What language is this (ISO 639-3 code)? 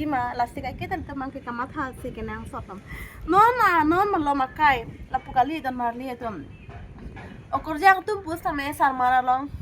mjw